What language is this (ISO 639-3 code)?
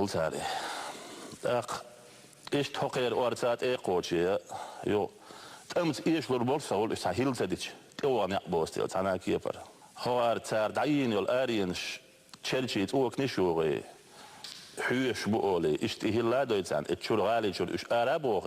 che